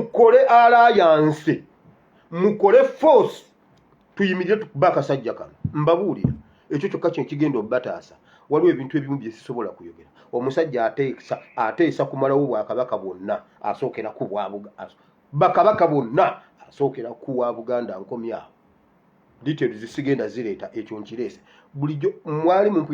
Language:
Ganda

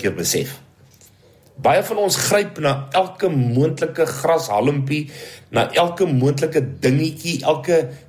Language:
Afrikaans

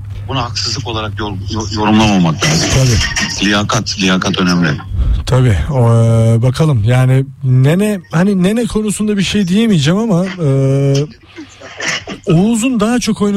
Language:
Turkish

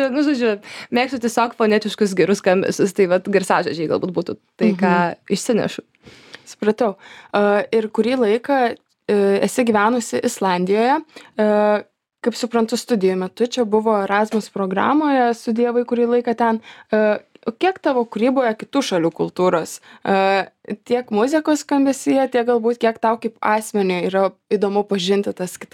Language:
Lithuanian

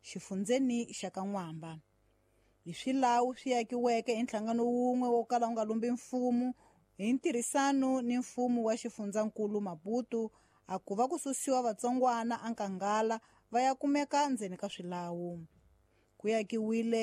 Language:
Tsonga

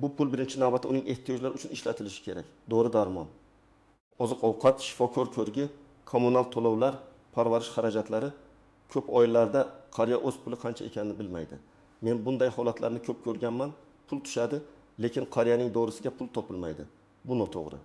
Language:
Uzbek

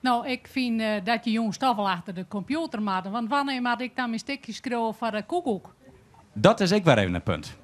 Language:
Western Frisian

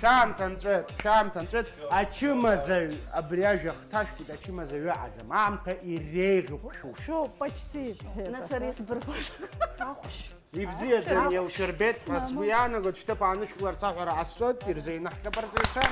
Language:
Abkhazian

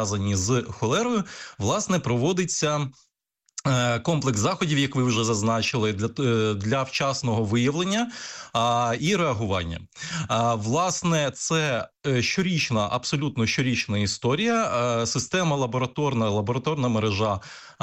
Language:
Ukrainian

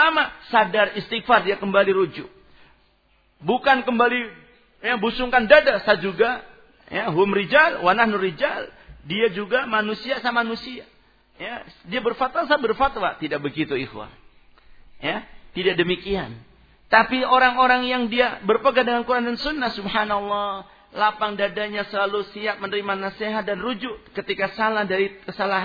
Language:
Indonesian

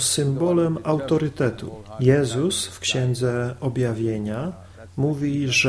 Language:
Polish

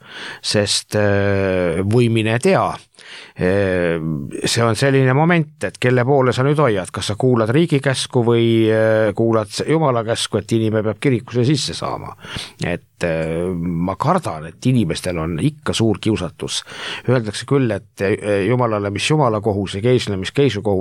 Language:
Estonian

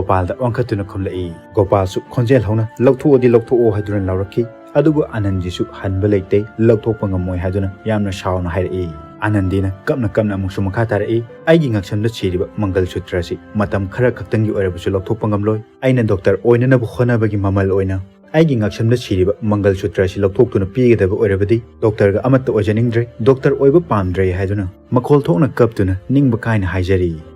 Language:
Manipuri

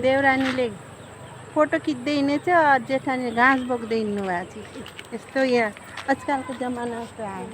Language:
Nepali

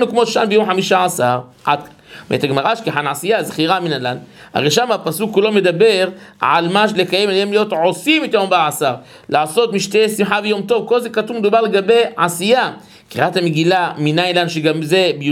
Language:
Hebrew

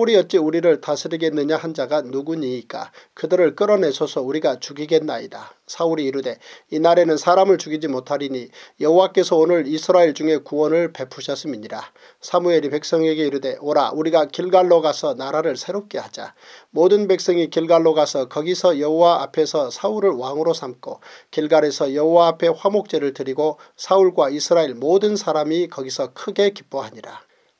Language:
Korean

